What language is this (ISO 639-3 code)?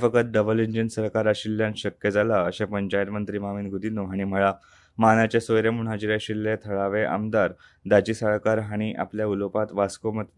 kok